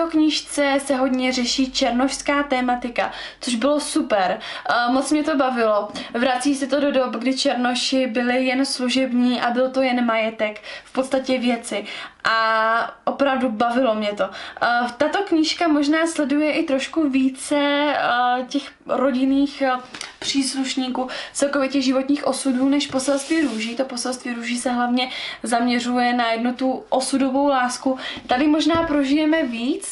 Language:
Czech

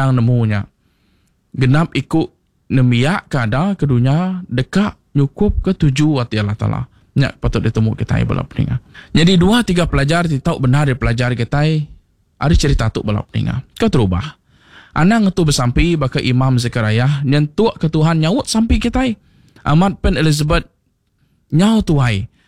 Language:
Iban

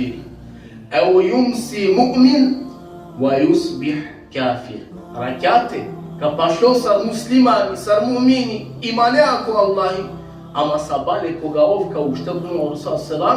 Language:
Balkan Romani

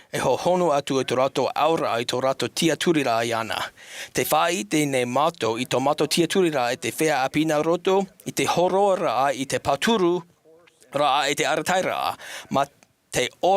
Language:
Tahitian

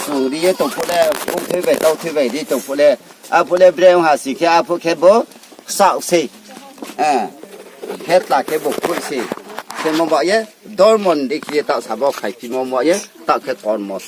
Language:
Riang (India)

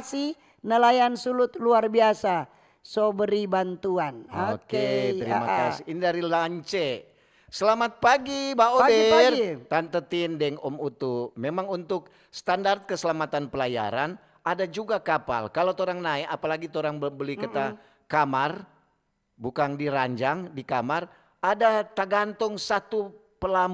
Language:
Manado Malay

